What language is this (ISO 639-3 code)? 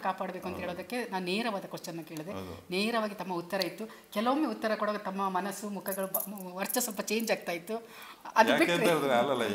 kan